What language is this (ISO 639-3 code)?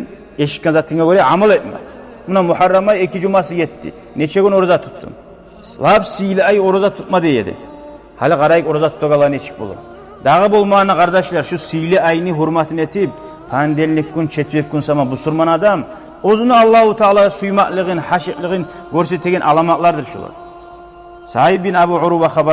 kum